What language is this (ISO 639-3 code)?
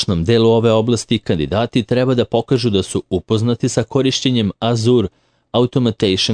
srp